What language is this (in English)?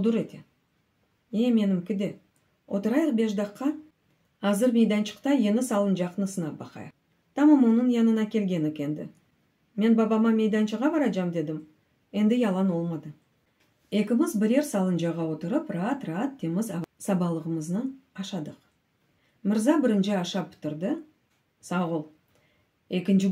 Crimean Tatar